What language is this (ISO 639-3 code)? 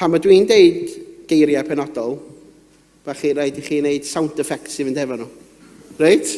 cym